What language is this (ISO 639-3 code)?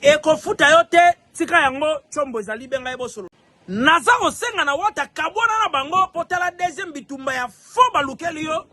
lin